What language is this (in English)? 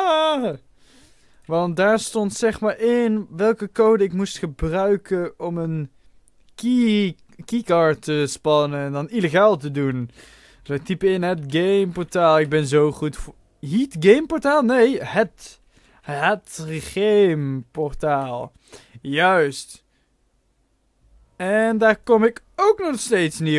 Dutch